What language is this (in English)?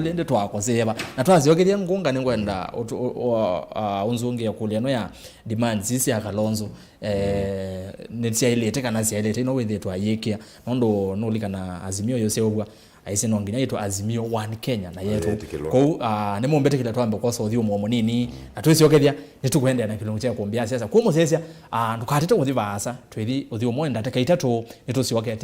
Kamba